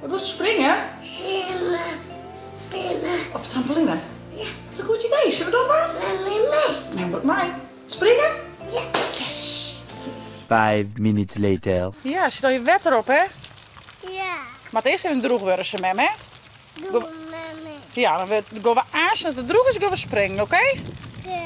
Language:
Western Frisian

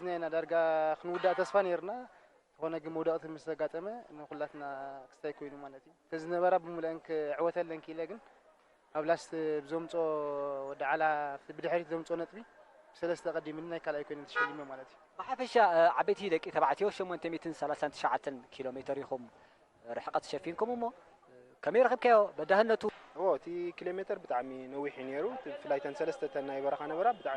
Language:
Tigrinya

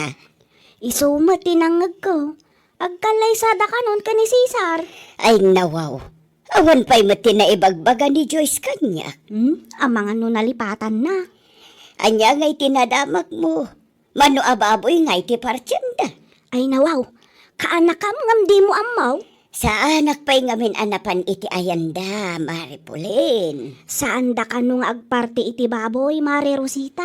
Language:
Iloko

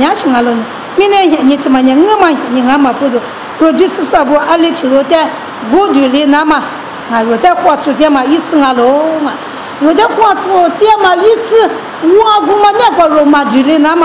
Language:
Lisu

